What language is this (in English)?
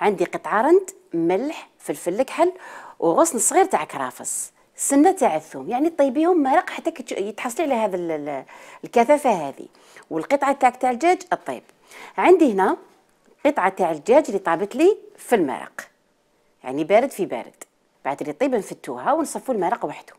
Algerian Arabic